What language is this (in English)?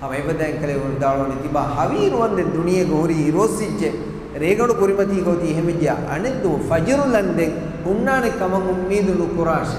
Divehi